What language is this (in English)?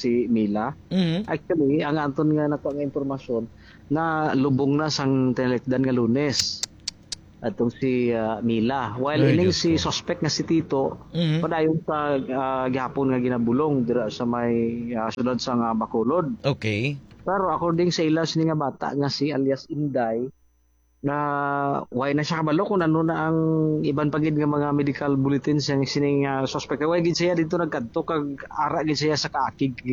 Hiligaynon